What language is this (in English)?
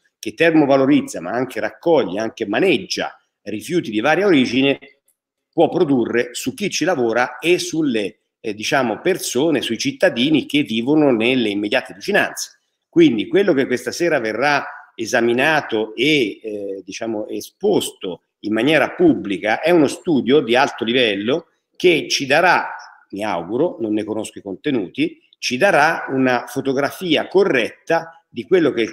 Italian